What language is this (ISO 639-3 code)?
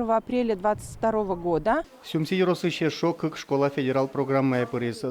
udm